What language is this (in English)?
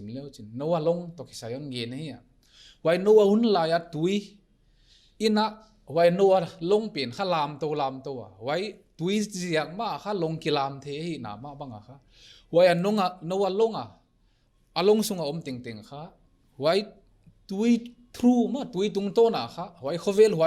Paite Chin